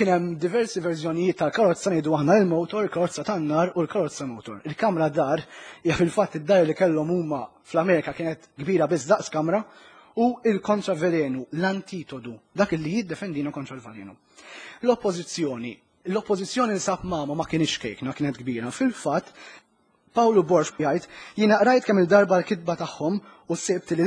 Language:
Maltese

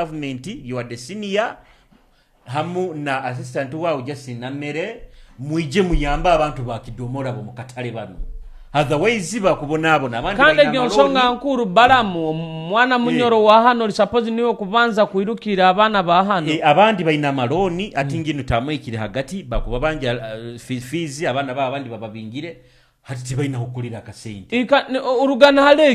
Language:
Nyoro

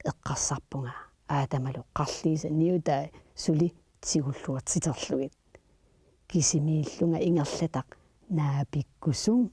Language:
Kalaallisut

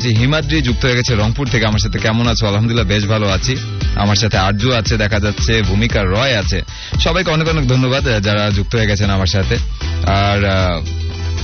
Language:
Bangla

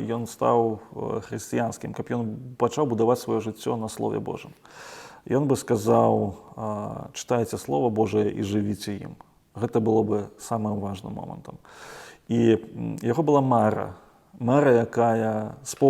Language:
Belarusian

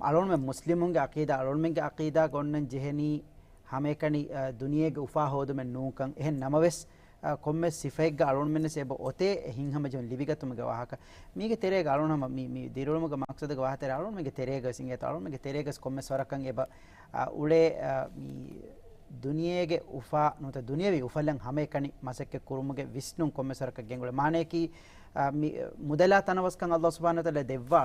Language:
Divehi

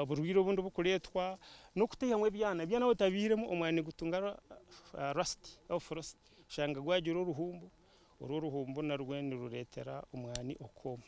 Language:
Nyankole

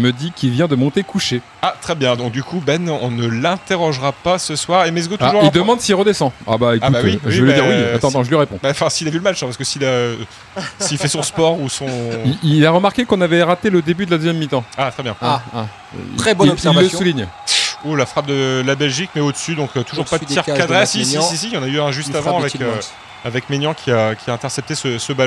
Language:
French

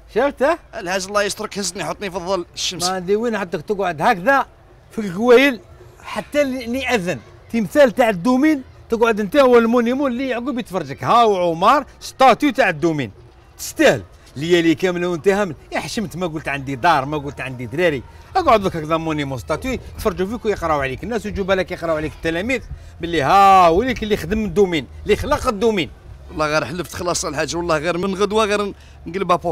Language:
Algerian Arabic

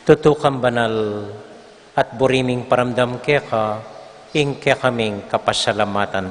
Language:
Pampanga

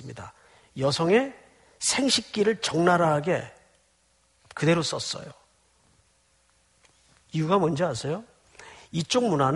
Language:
Korean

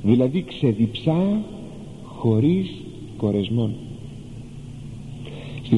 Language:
Greek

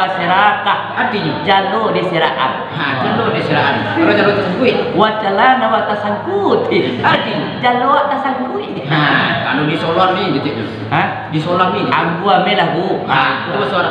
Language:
Minangkabau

